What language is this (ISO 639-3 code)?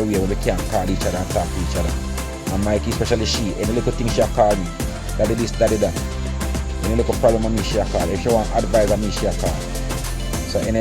jam